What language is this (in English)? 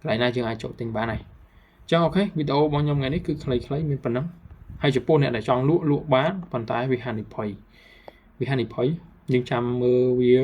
Khmer